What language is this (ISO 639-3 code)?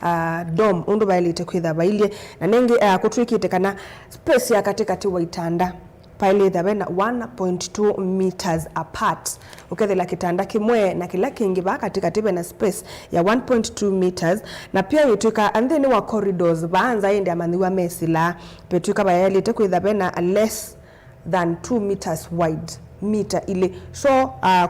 kam